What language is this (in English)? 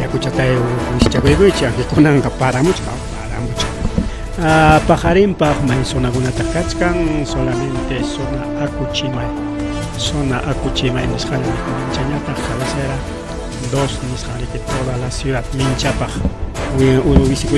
Ayacucho Quechua